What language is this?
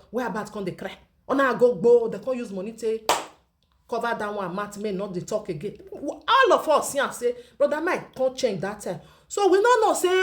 Nigerian Pidgin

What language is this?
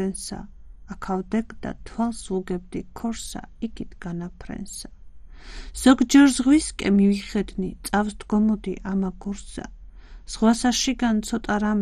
Georgian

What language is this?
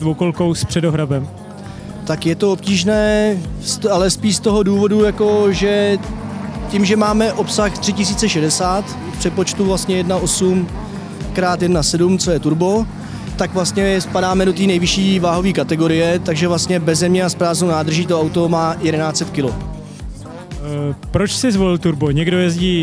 Czech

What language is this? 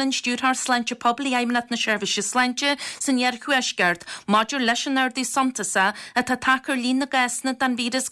Irish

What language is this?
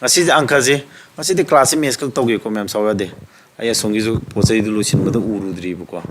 Manipuri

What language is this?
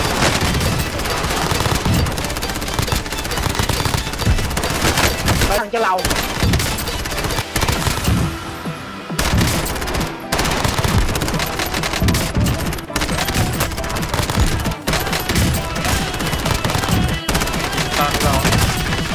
Vietnamese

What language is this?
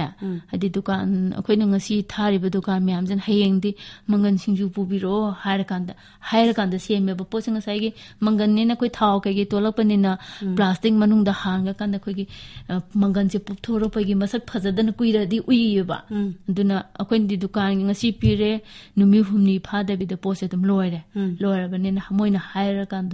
Manipuri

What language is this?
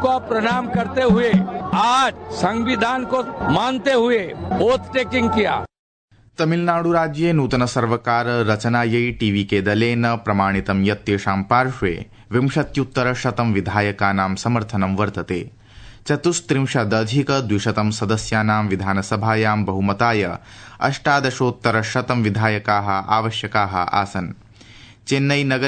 Sanskrit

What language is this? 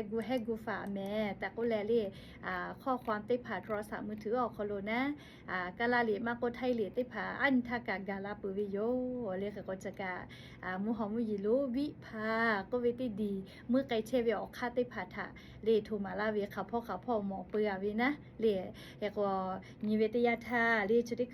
Lahu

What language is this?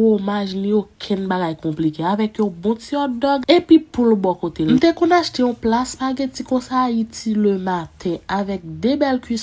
Haitian Creole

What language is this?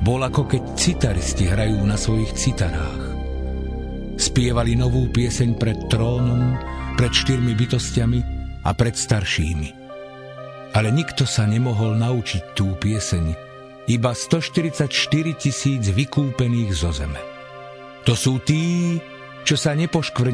Slovak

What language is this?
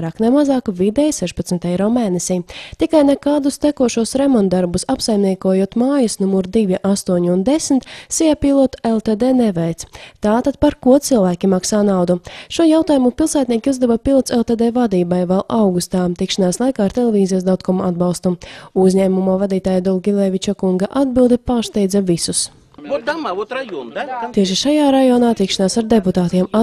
Latvian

